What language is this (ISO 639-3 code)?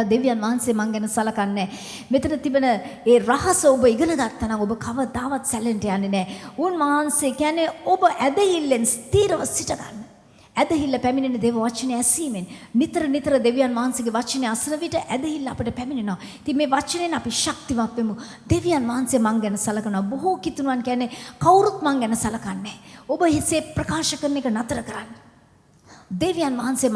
sin